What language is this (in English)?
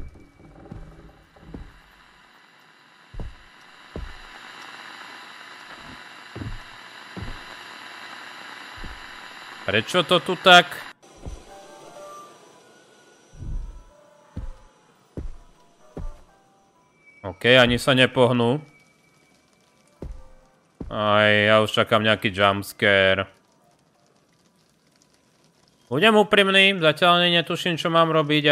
Slovak